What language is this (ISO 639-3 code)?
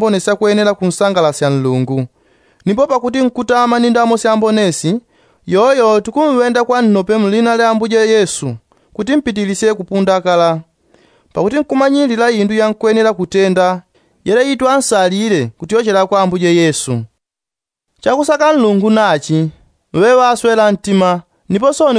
yao